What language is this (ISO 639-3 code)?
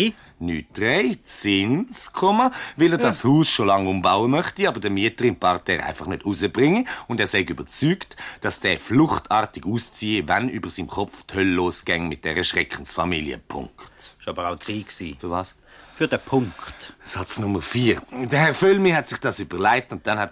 gsw